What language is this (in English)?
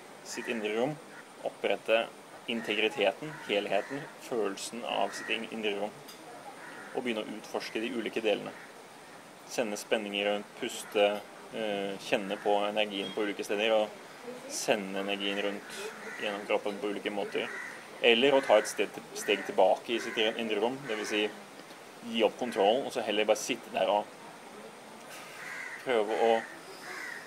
Norwegian